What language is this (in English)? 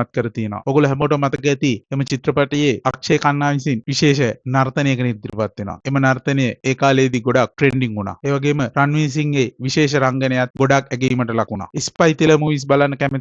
Sinhala